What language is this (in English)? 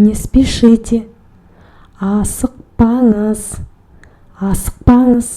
Kazakh